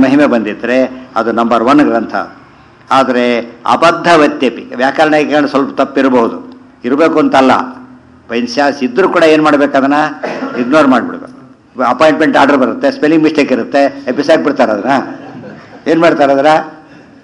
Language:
Kannada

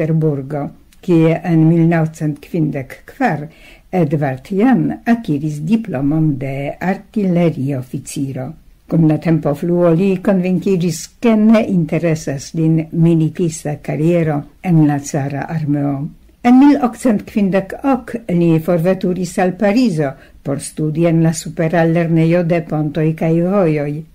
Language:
Esperanto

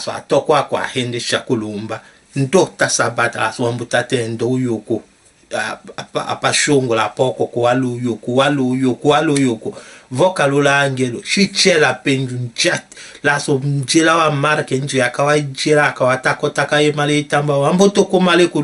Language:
Tetela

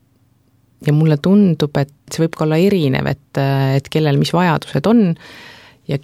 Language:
Estonian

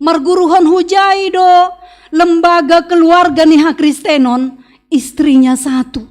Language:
Batak Simalungun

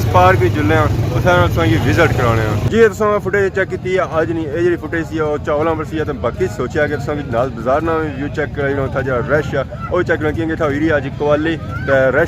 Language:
Pahari-Potwari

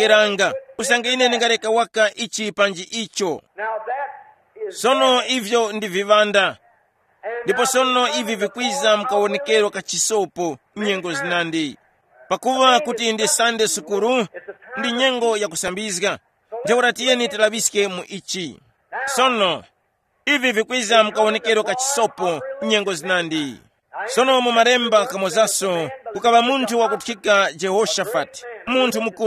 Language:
Tumbuka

